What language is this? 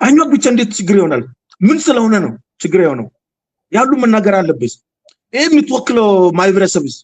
Amharic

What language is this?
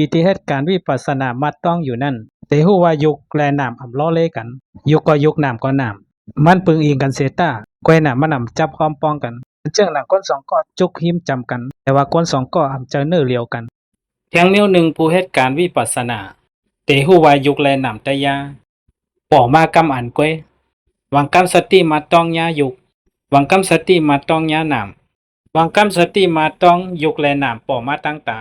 Shan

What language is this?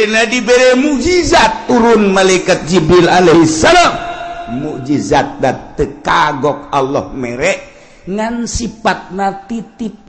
Sundanese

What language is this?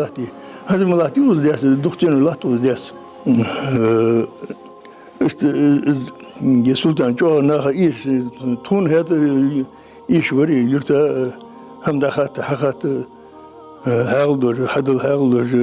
Ingush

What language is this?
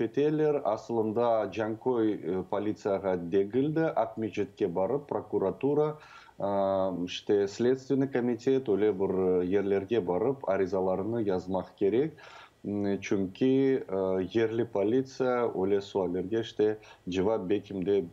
Crimean Tatar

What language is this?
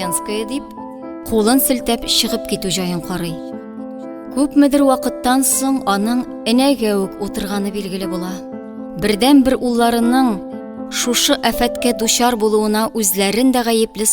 Tatar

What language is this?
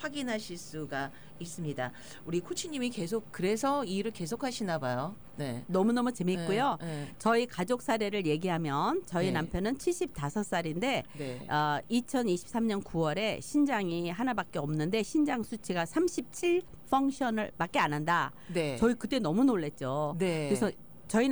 Korean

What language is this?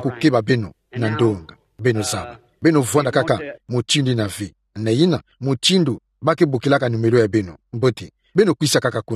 Kituba (Democratic Republic of Congo)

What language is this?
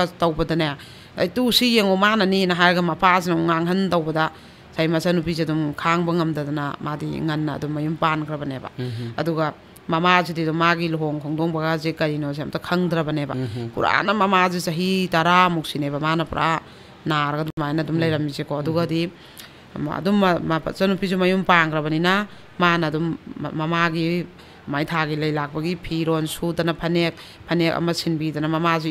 Manipuri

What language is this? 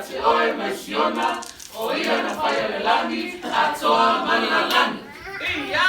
Samoan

